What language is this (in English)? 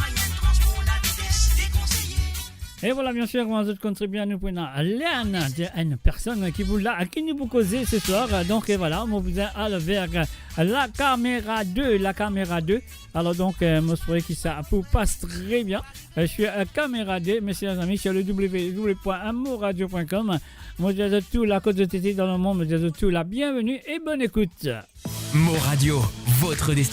Morisyen